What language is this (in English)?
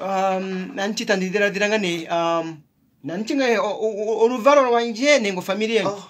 Kuanyama